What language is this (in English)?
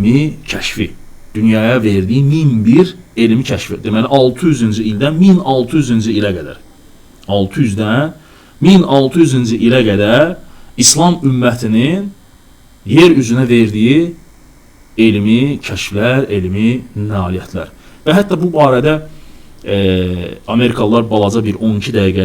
Azerbaijani